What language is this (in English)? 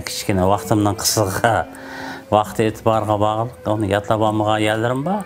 Uyghur